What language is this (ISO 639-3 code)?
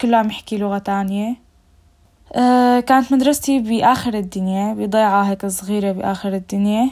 apc